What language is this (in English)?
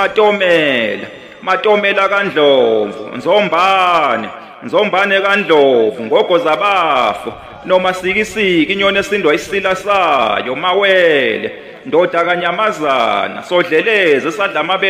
Zulu